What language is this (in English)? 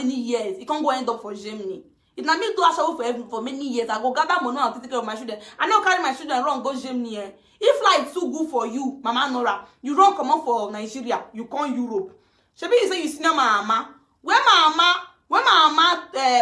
Nigerian Pidgin